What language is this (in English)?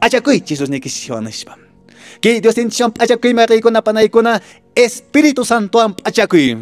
Quechua